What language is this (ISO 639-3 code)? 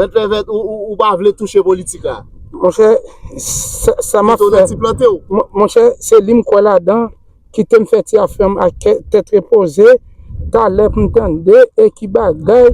hat